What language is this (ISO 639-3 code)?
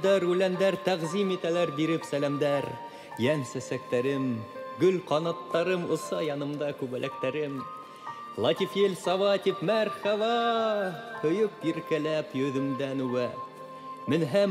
bak